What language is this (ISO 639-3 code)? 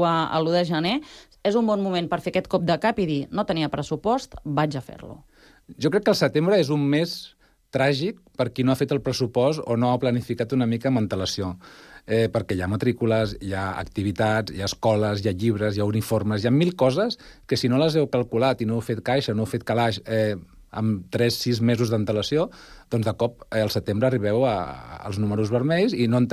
cat